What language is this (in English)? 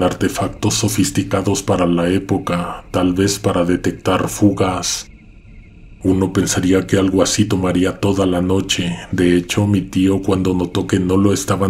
Spanish